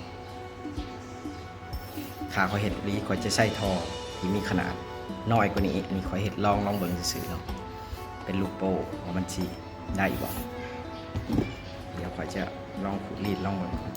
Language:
Lao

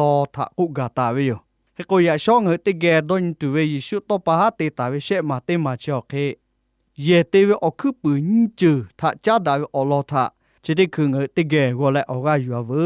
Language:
Lahu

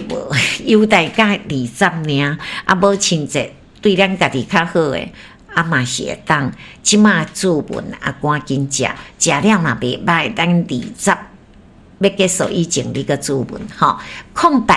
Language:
Min Nan Chinese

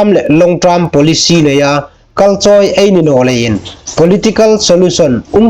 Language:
Hmar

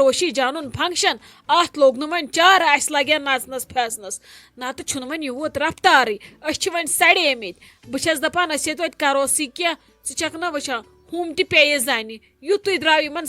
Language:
Kashmiri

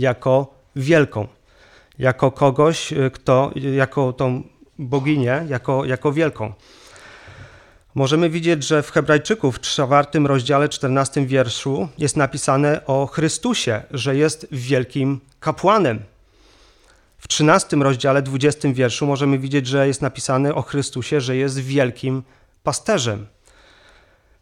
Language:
Polish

